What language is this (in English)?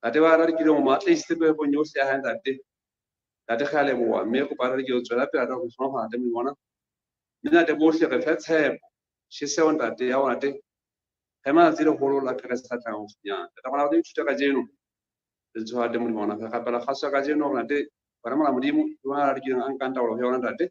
Southern Sotho